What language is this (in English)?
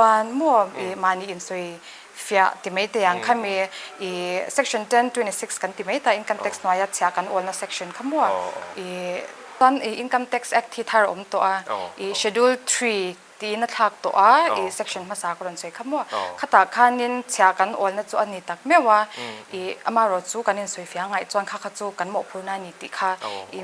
Mizo